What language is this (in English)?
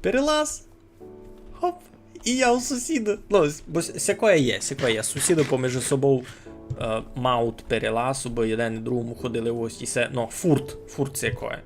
Rusyn